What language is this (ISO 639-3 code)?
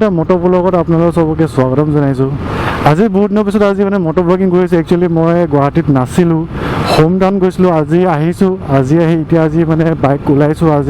asm